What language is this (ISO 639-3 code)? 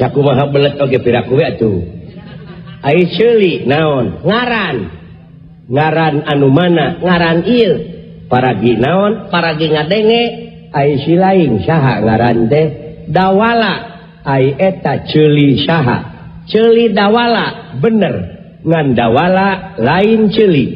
sun